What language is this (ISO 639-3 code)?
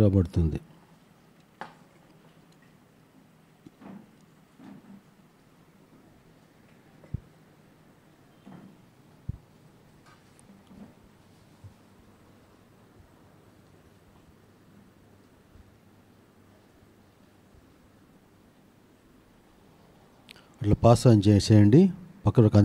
tel